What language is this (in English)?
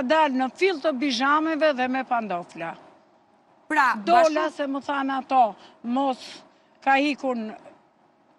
Albanian